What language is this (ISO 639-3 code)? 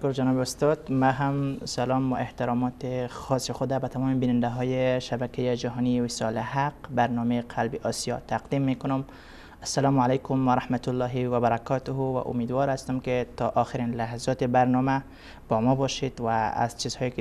fas